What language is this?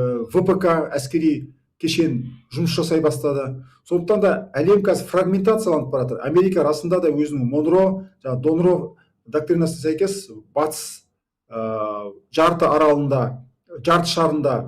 Kazakh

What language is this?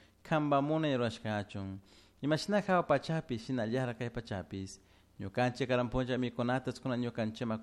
Chimborazo Highland Quichua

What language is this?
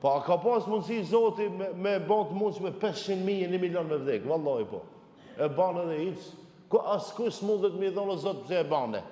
Albanian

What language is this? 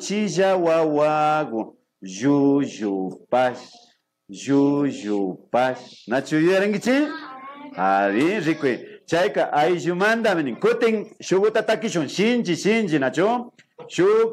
Imbabura Highland Quichua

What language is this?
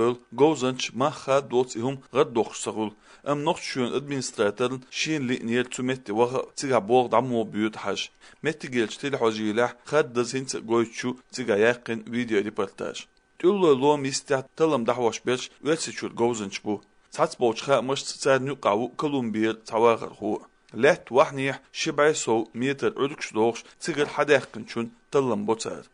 Chechen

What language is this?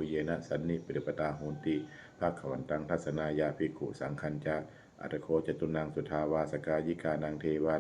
Pali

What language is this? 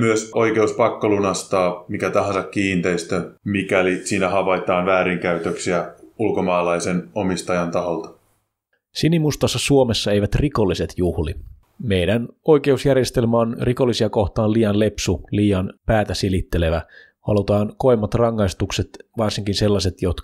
Finnish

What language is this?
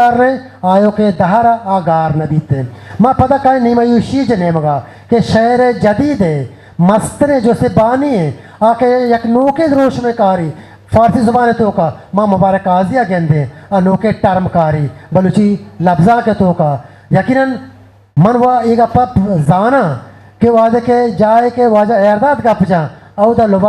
Eastern Balochi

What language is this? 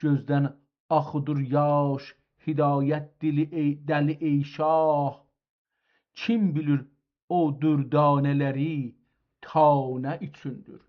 South Azerbaijani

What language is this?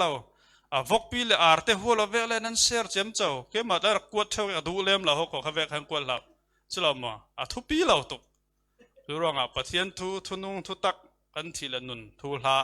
Falam Chin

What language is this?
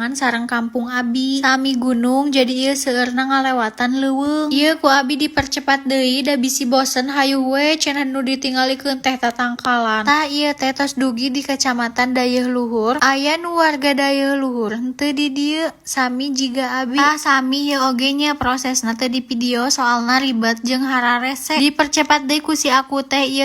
Sundanese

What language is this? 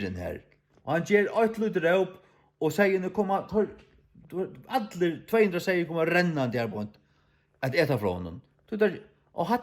Faroese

